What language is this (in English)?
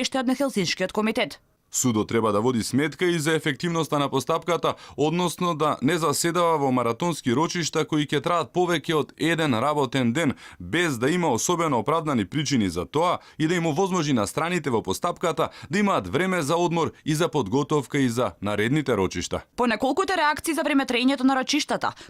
Macedonian